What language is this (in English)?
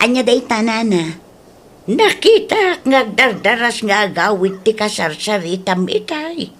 Iloko